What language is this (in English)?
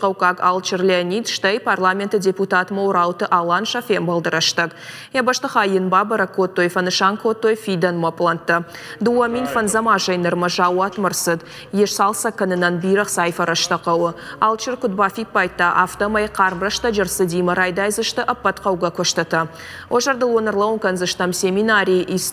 Ossetic